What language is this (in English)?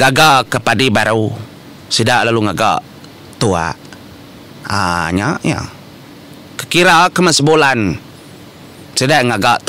Iban